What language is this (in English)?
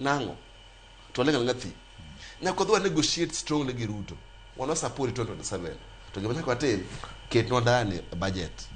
Luo (Kenya and Tanzania)